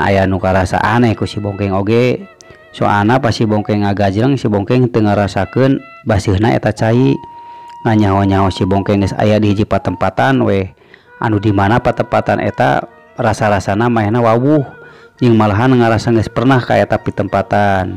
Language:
Sundanese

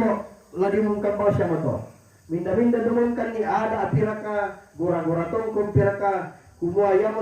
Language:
Toraja-Sa'dan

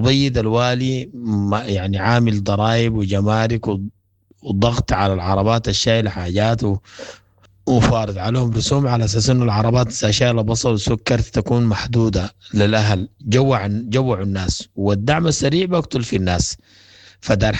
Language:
Sudanese Arabic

